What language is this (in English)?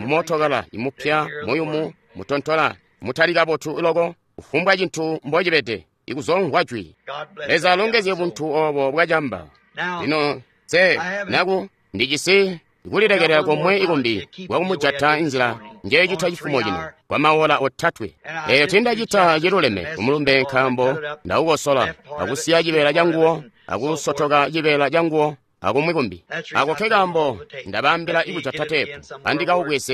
Tonga (Zambia)